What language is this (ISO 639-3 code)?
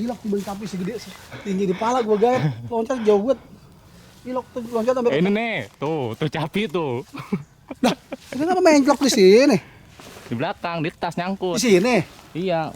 bew